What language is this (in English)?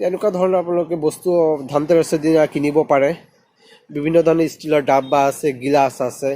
Assamese